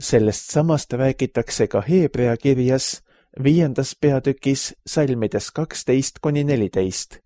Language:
Estonian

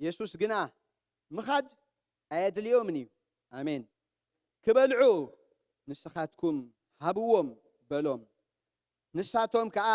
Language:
Tigrinya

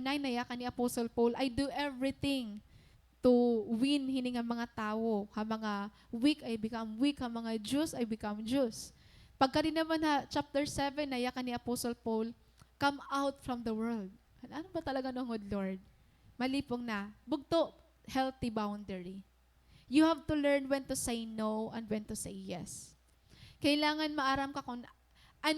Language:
Waray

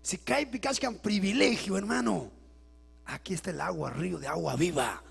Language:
Ayacucho Quechua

